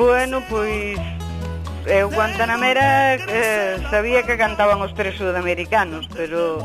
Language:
Galician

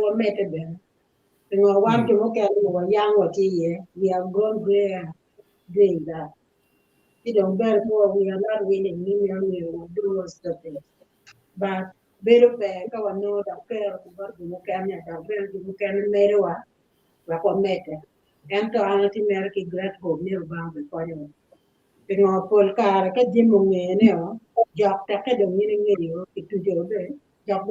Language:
Acoli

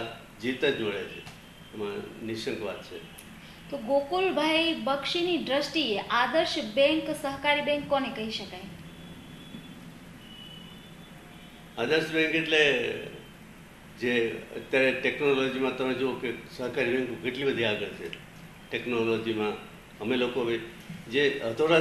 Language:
Gujarati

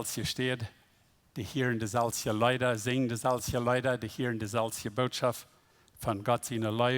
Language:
Plautdietsch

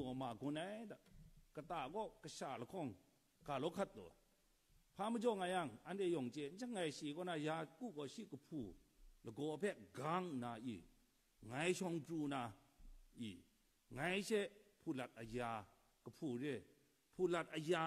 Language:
Kachin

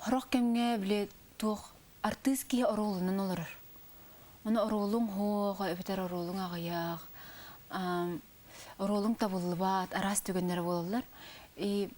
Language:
Yakut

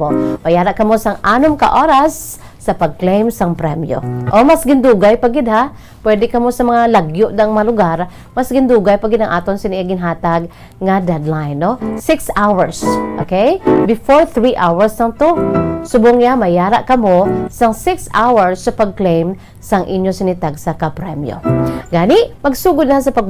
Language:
Hiligaynon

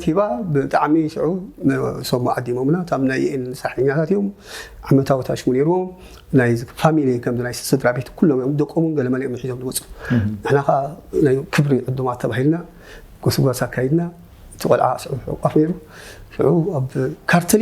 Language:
Tigrinya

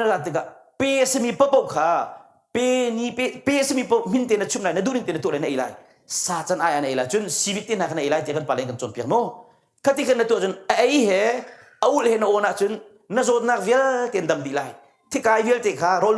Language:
Hakha Chin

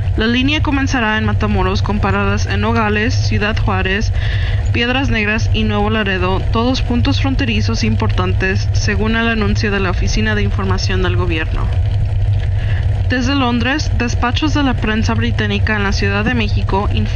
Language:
Spanish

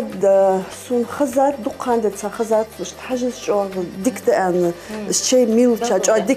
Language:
Ingush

